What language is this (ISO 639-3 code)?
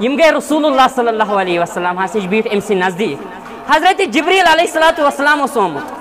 kas